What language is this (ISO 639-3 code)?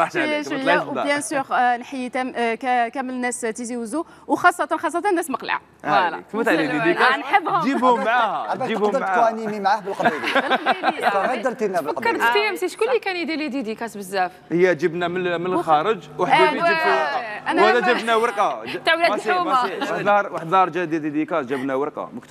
arq